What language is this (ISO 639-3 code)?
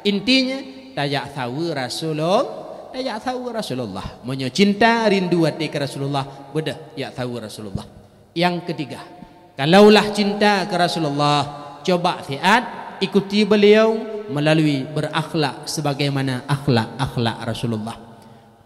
ace